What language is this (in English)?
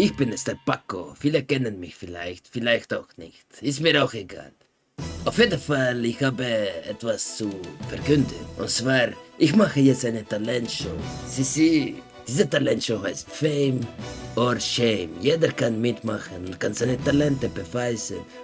Swiss German